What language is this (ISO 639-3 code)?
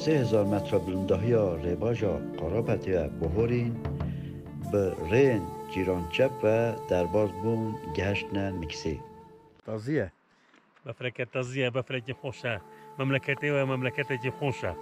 kur